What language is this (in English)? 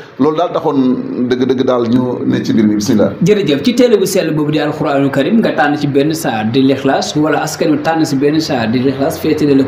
Wolof